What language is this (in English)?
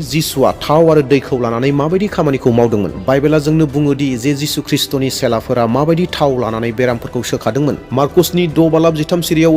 Bodo